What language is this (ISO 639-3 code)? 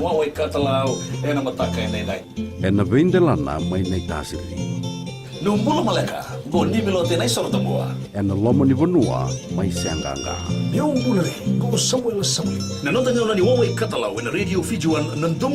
fij